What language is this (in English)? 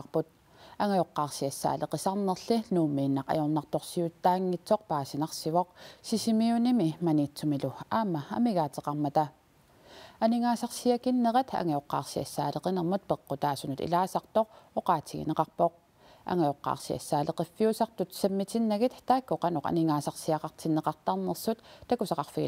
Kalaallisut